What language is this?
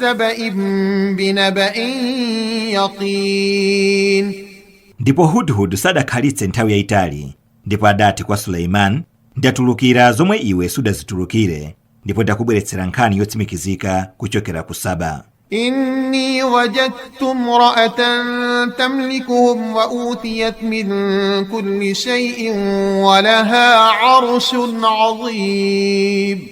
Nyanja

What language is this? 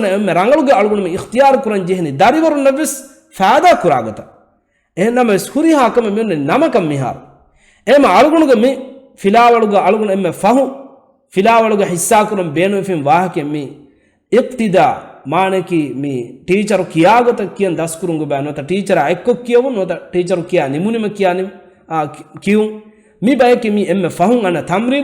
Divehi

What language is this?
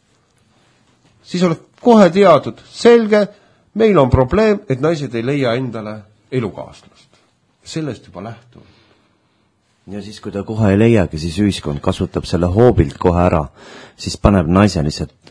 Estonian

